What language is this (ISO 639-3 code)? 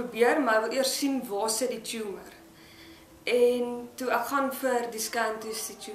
afr